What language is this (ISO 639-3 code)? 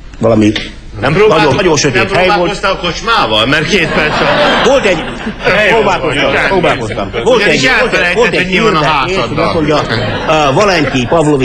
hun